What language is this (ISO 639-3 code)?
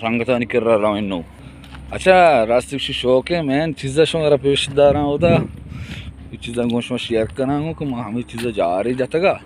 bal